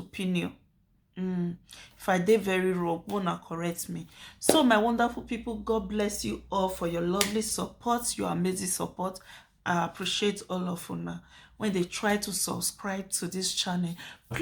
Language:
Nigerian Pidgin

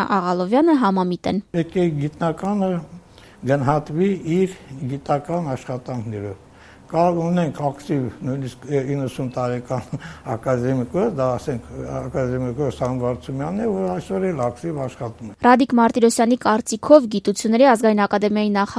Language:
Armenian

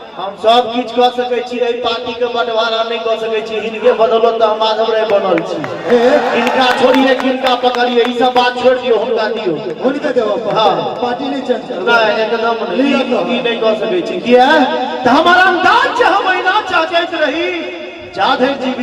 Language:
Maithili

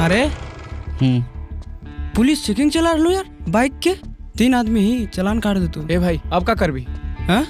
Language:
Magahi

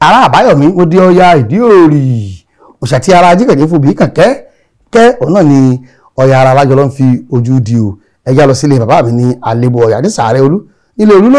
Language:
Yoruba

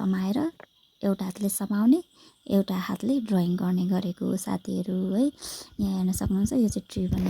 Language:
Nepali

